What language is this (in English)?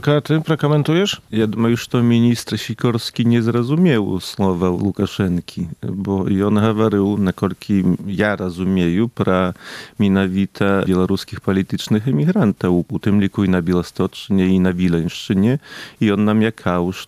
Belarusian